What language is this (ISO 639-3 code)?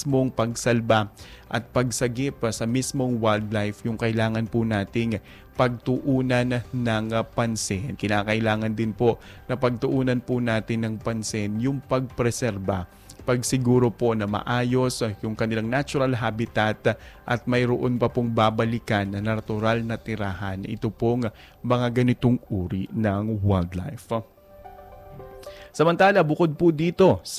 fil